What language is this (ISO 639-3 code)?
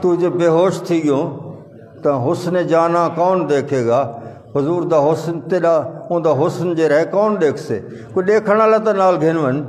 skr